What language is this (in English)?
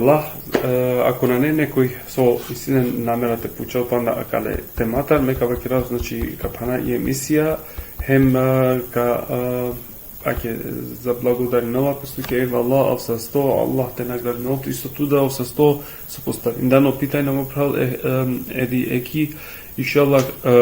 Balkan Romani